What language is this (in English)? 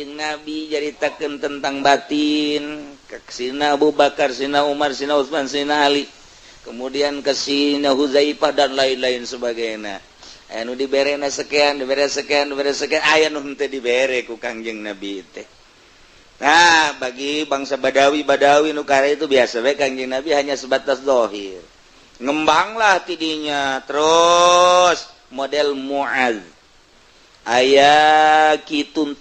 Sundanese